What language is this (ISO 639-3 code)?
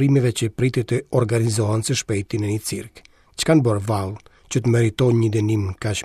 sqi